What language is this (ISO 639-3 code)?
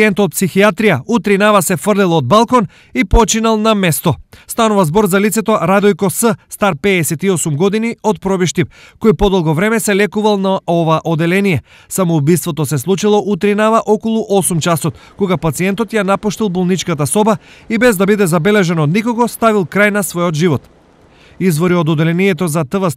mkd